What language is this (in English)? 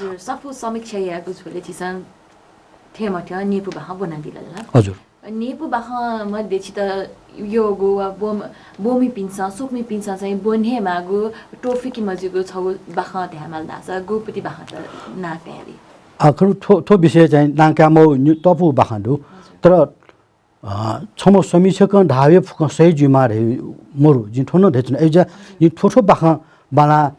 Newari